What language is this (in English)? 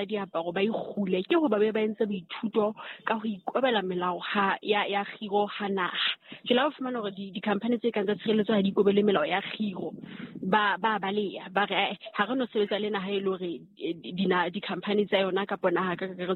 Southern Sotho